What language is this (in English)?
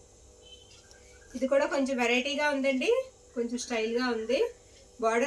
Telugu